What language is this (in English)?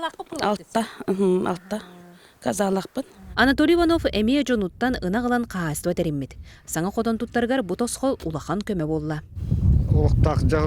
Yakut